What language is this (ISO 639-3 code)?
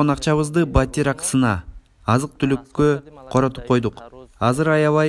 kir